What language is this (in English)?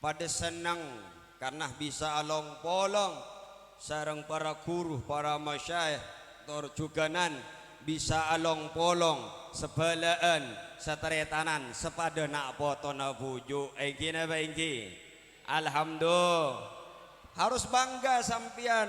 Madurese